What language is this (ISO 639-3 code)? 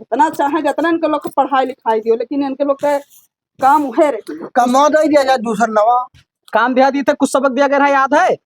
awa